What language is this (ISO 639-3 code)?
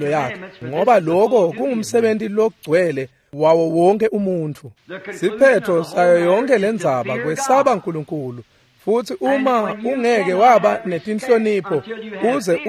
ssw